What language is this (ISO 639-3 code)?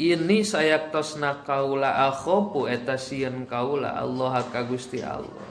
sun